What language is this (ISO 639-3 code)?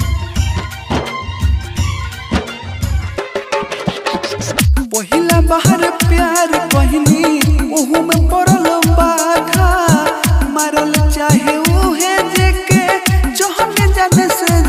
bho